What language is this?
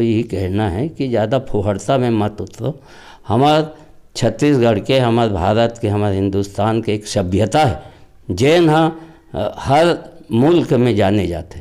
Chhattisgarhi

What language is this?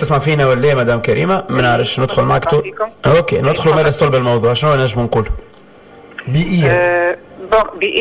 Tunisian Arabic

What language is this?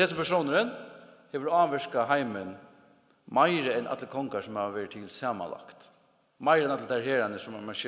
Faroese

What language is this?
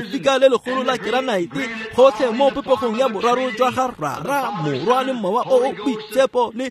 Tswana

